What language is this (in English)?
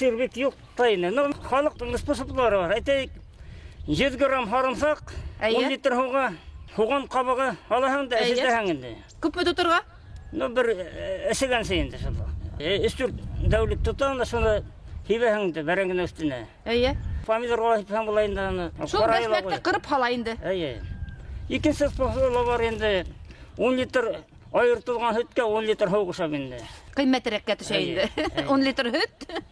Bashkir